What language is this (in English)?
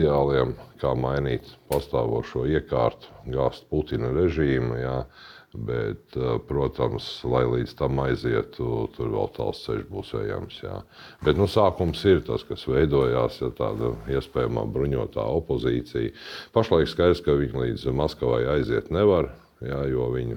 Latvian